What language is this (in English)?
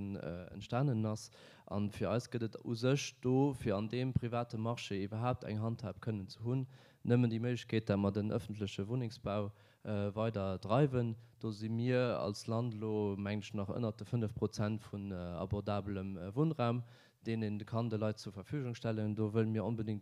Luxembourgish